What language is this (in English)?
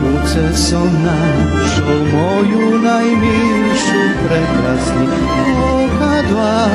Rusyn